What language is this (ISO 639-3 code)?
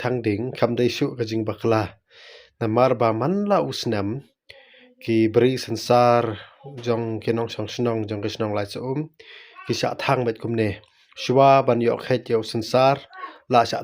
kha